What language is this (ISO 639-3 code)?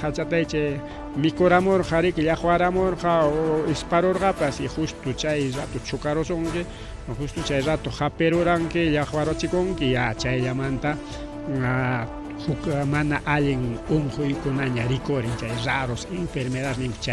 quy